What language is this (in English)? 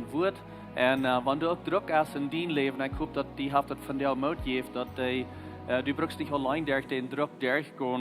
Plautdietsch